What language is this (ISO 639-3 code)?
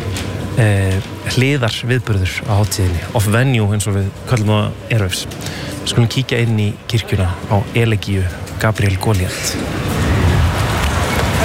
isl